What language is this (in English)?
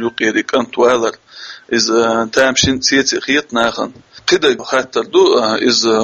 Chechen